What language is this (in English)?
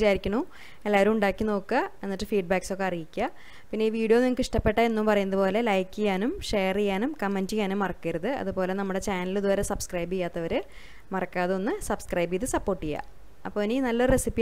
Malayalam